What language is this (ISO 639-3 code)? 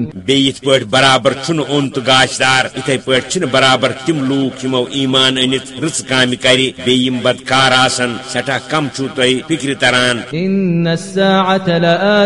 kas